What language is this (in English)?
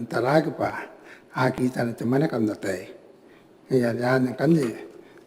Gilbertese